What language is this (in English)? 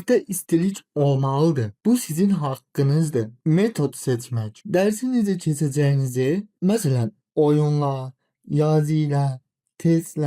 Azerbaijani